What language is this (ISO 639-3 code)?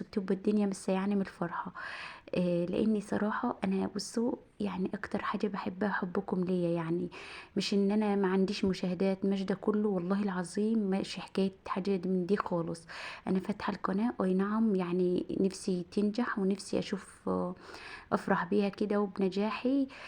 arz